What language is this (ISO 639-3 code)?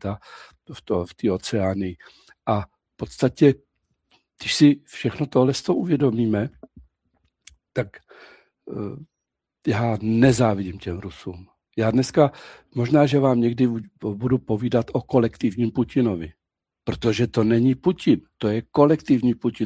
ces